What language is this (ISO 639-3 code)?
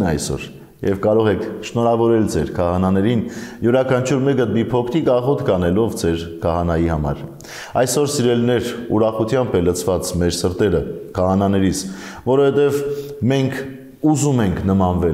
hye